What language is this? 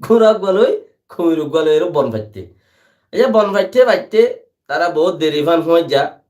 Rohingya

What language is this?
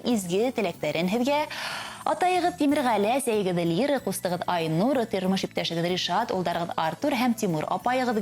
Bashkir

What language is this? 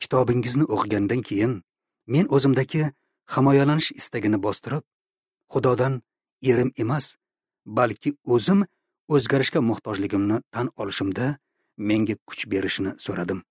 Uzbek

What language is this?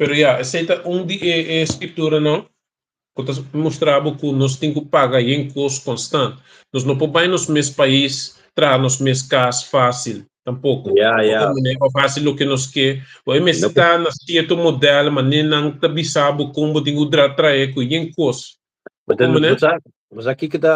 Papiamento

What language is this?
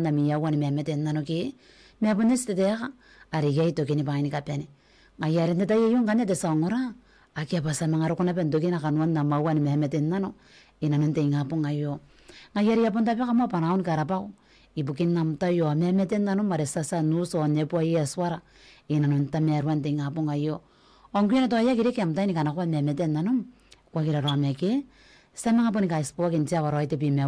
Gilbertese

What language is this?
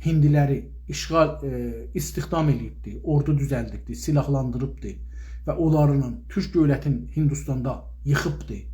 South Azerbaijani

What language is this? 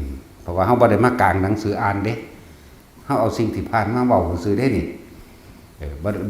Northeastern Thai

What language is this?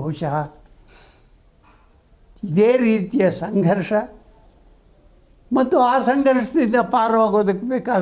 Kannada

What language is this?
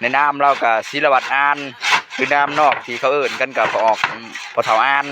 Lao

